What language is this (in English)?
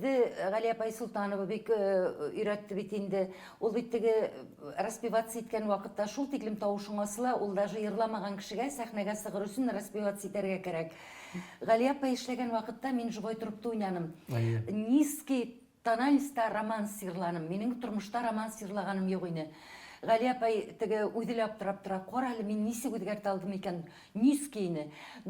Bashkir